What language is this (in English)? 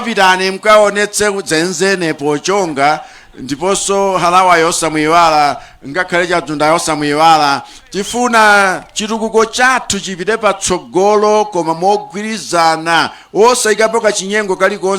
Nyanja